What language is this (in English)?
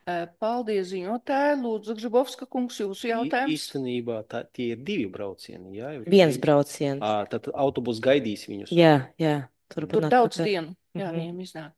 Latvian